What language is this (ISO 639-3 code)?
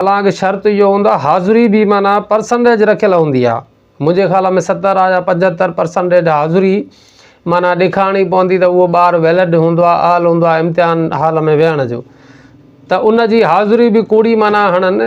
snd